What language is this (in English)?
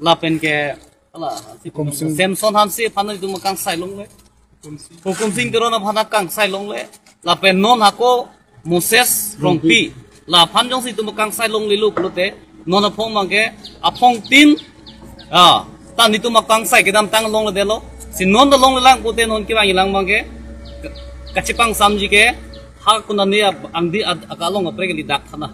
Karbi